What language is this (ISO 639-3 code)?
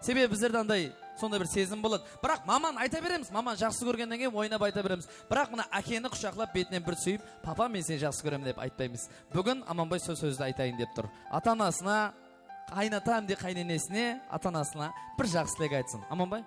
kaa